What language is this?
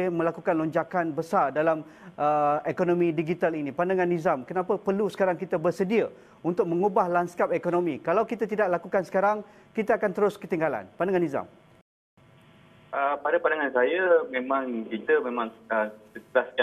Malay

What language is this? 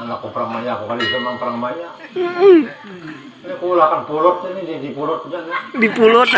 Banjar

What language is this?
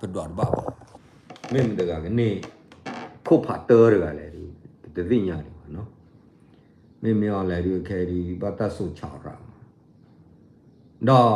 S'gaw Karen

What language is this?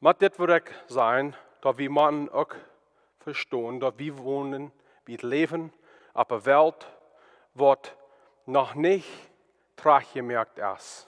Plautdietsch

